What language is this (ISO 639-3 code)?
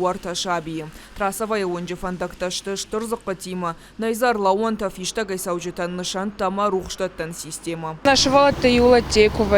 oss